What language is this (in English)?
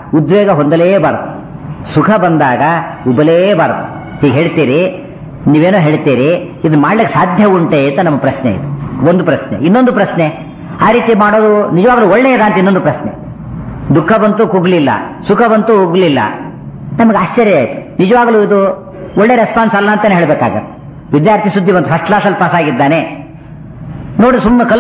Kannada